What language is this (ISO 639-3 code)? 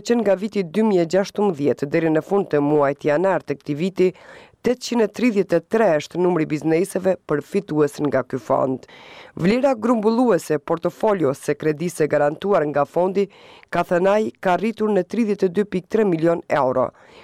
sqi